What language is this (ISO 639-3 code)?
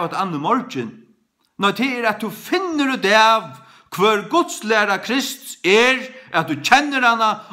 fao